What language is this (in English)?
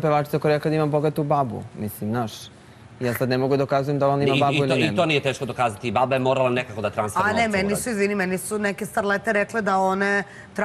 Serbian